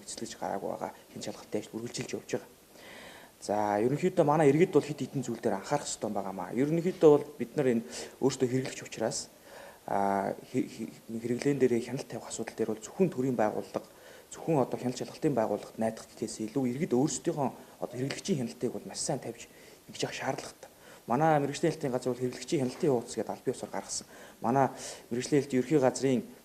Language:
Mongolian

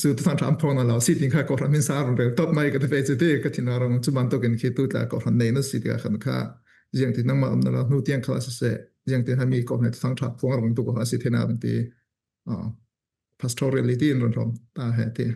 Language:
Falam Chin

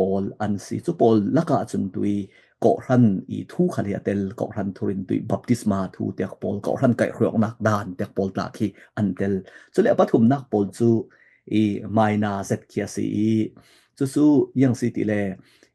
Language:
Falam Chin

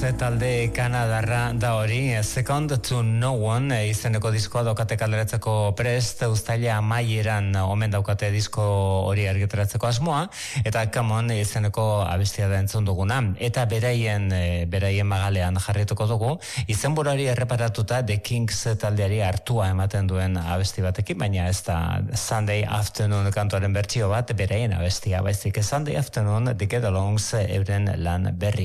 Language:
Basque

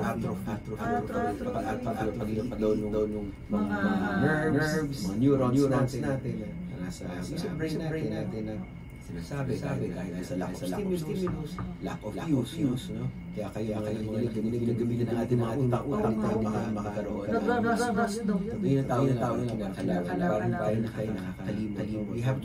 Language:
Filipino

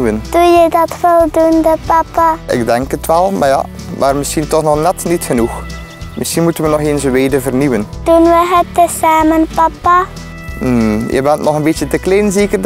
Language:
Dutch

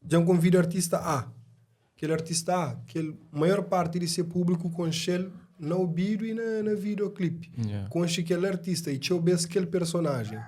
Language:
Kabuverdianu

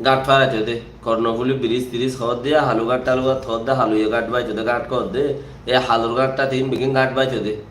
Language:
Rohingya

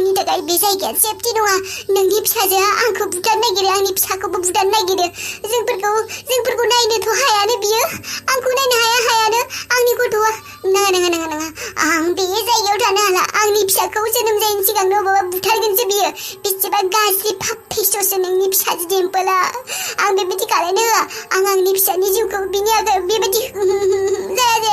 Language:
Bodo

